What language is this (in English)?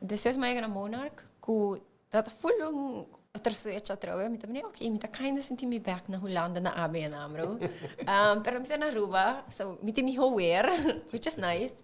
Papiamento